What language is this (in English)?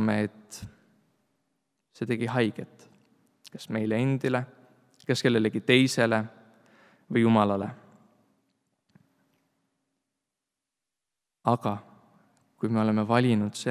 Estonian